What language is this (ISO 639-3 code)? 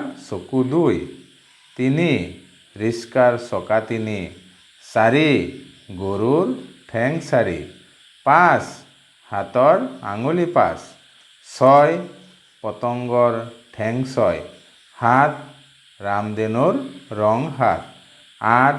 asm